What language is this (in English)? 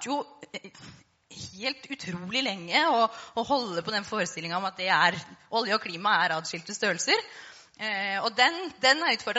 Norwegian